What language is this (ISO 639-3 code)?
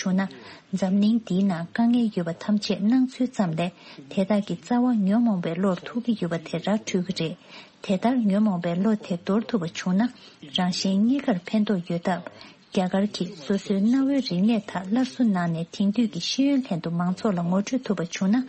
bod